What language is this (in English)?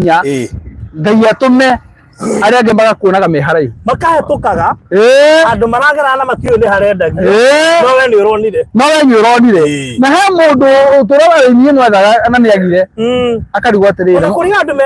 Kikuyu